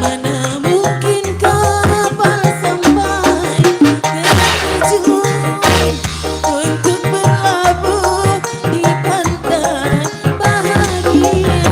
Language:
Betawi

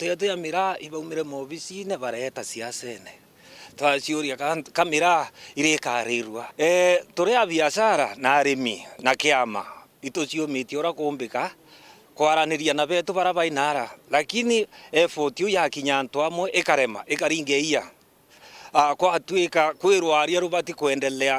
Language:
Meru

